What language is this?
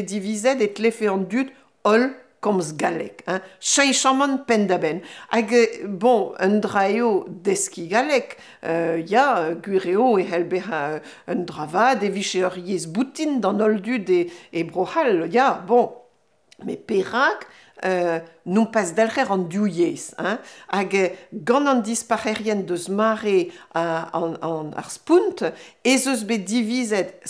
Breton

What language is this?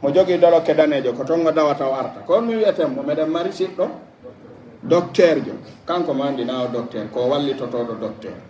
Pular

